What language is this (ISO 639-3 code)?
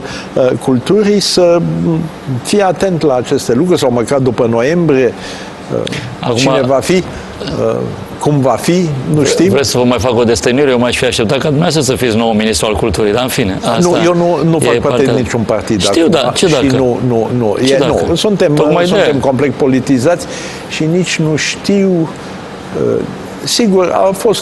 ron